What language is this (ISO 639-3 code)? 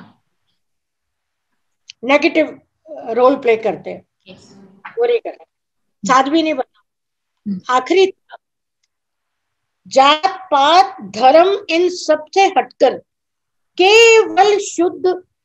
hin